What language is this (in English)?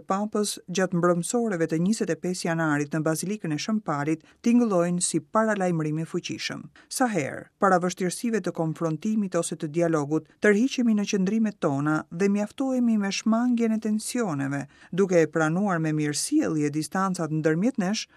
Albanian